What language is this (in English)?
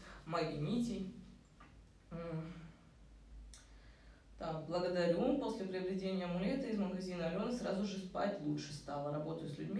Russian